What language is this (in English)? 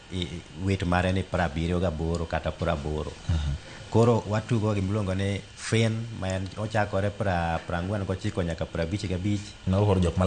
Luo (Kenya and Tanzania)